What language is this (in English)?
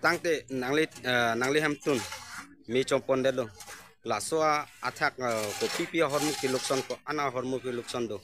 Karbi